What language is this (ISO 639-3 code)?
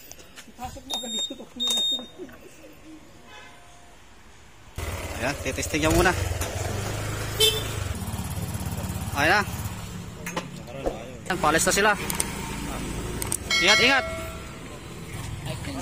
fil